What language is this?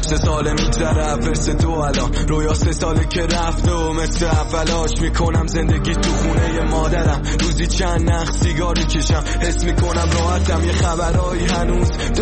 Persian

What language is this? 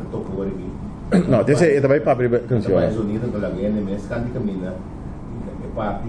Papiamento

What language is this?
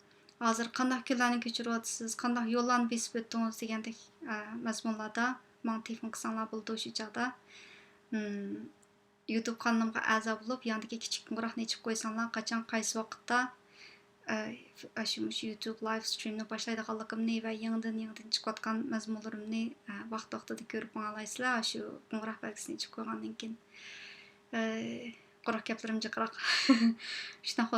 Uyghur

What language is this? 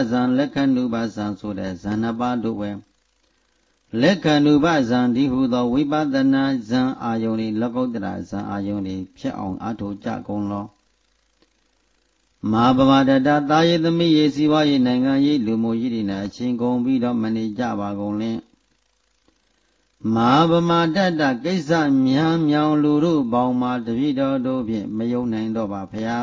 Burmese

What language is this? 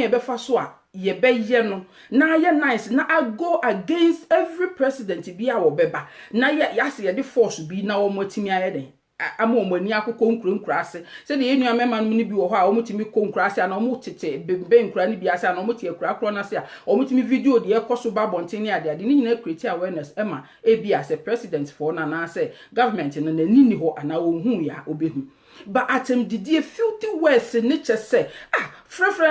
Akan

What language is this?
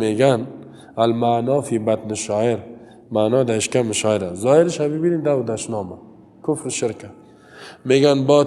Persian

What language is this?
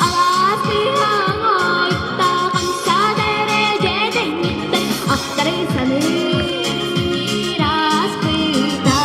Yakut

